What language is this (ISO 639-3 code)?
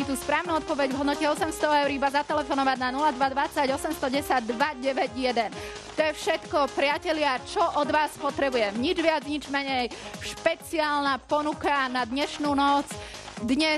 slk